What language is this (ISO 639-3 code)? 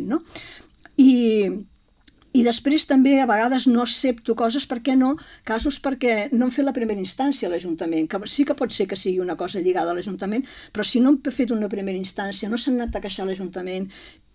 cat